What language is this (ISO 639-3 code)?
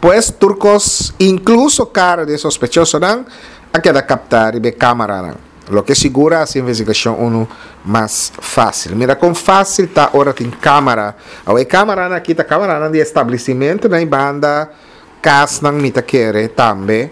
pap